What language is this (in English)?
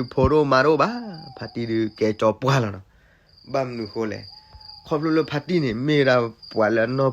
S'gaw Karen